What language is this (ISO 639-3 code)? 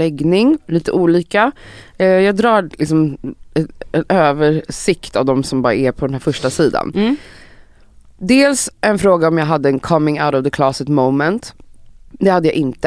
swe